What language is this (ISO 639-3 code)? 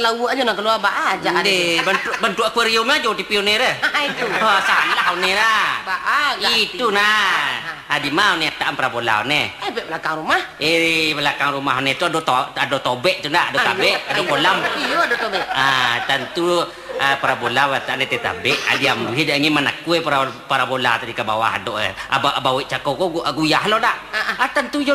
min